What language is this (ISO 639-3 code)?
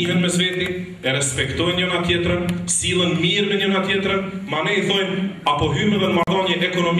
sqi